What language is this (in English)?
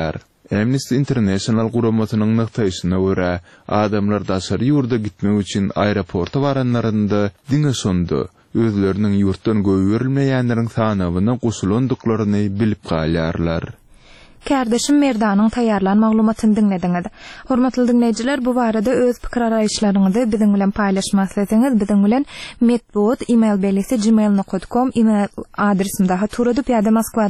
Turkmen